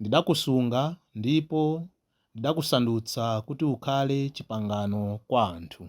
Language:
Nyanja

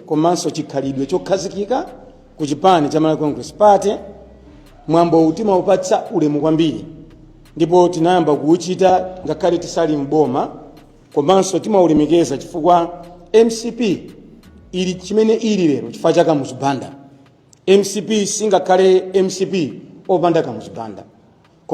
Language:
Nyanja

